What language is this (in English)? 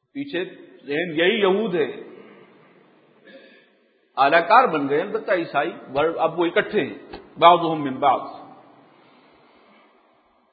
Urdu